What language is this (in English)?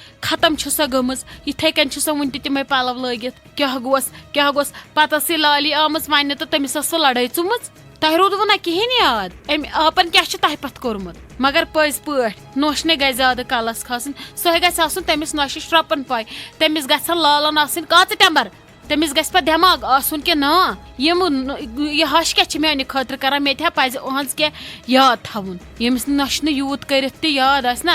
Kashmiri